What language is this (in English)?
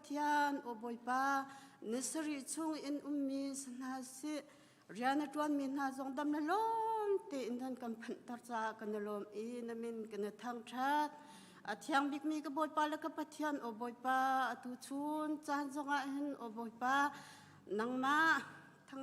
Hakha Chin